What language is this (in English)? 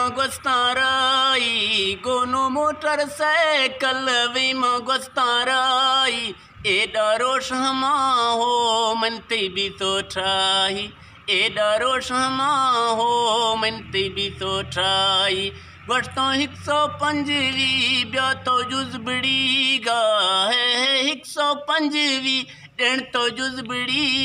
Eastern Balochi